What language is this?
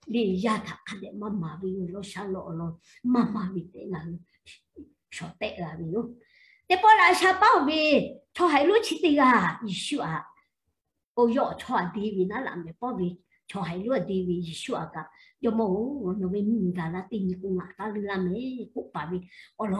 Lahu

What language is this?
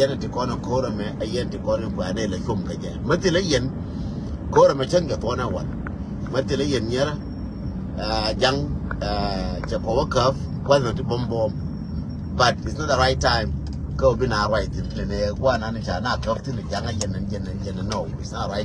Nuer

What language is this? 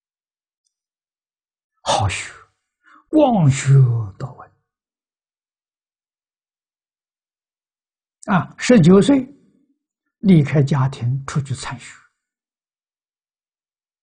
Chinese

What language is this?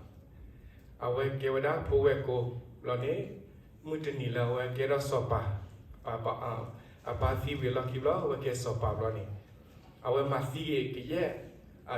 S'gaw Karen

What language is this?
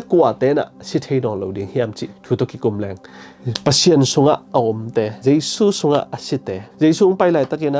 Tedim Chin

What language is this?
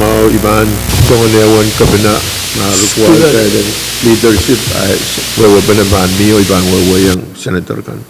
Pohnpeian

